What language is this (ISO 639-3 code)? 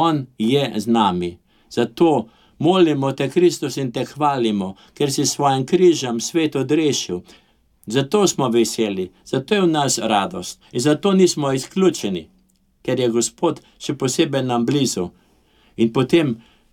slv